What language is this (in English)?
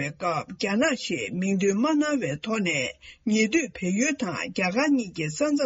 Tibetan